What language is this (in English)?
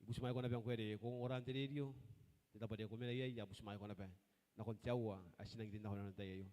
Gilbertese